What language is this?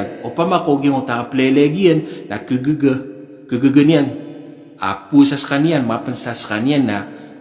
Maranao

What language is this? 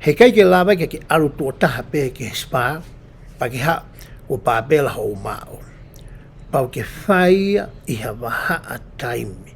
Tongan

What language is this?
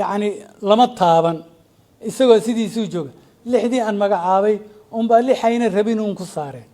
Somali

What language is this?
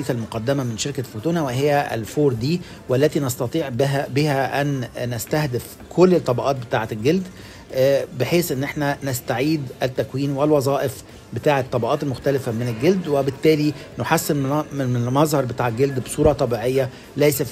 Tunisian Arabic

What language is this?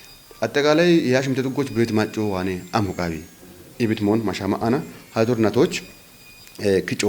Kafa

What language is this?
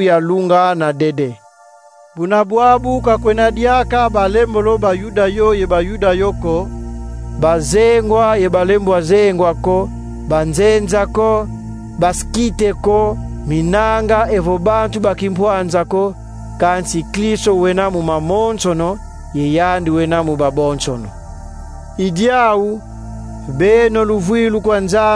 Kongo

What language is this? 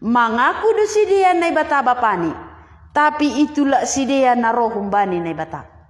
Batak Simalungun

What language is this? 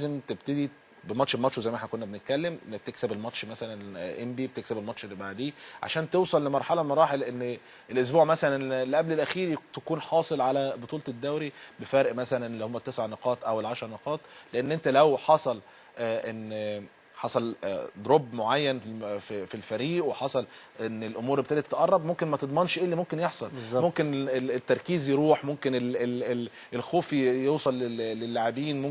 Egyptian Arabic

